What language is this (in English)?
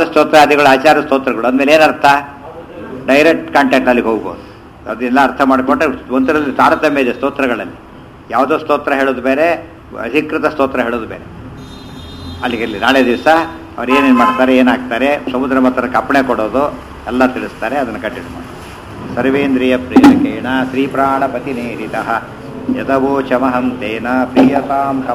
Kannada